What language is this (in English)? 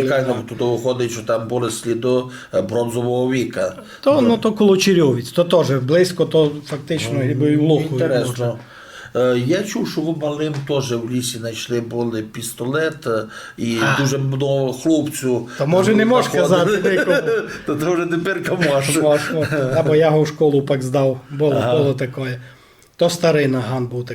Rusyn